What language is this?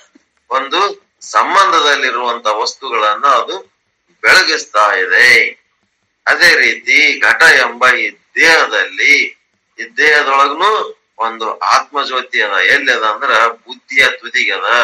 Kannada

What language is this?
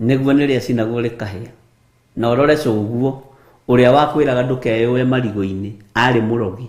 Kikuyu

